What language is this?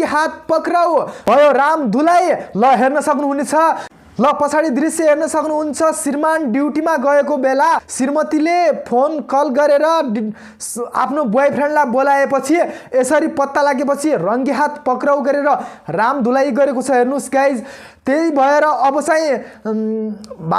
Nepali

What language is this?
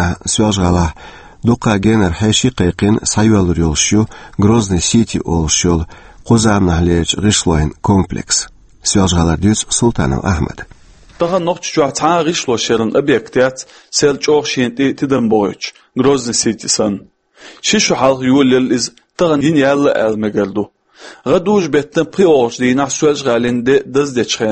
Chechen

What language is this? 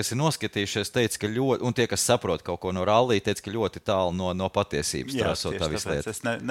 Latvian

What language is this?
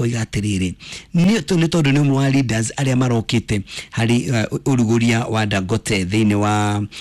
Kikuyu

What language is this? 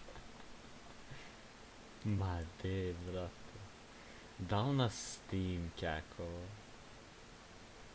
Croatian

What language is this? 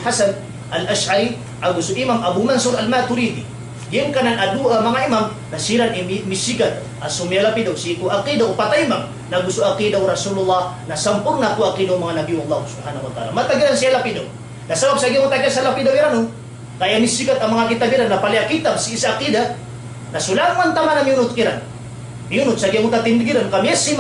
Maranao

